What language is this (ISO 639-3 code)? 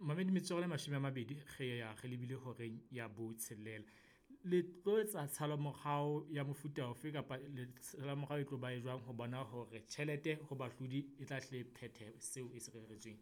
sot